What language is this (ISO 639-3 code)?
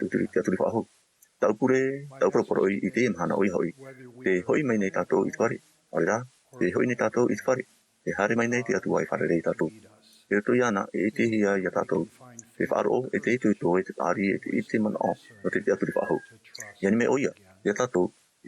tah